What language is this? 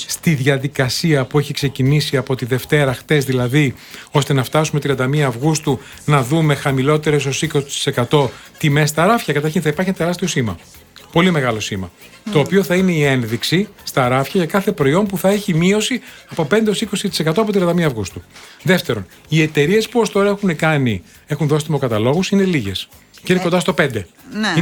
Greek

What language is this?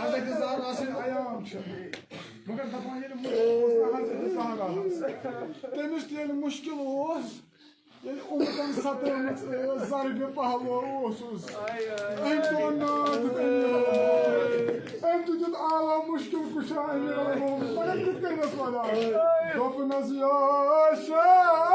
Kashmiri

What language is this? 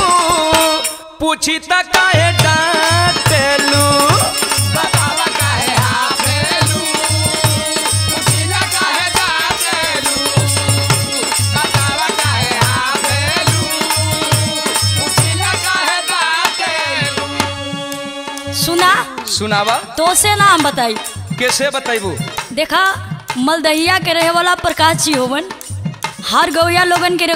Bhojpuri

